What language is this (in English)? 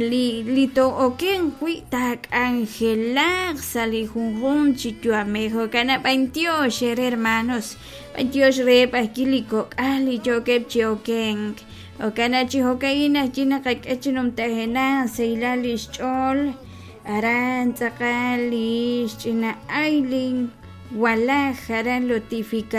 Kekchí